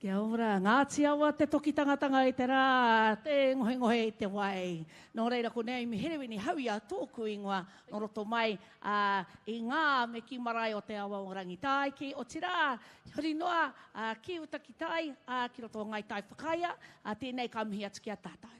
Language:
Māori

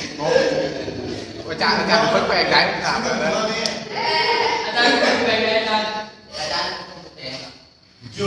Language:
Lao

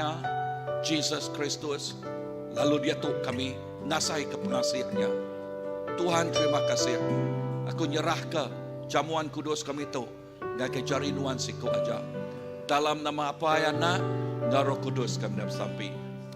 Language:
Iban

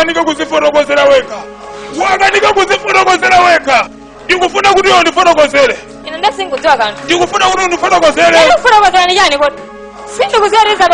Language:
Nyanja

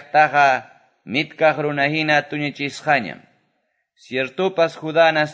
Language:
Quechua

